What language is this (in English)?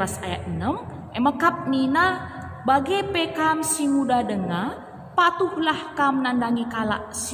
Batak Karo